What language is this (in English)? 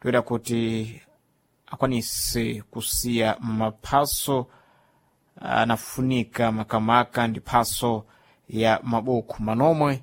Sena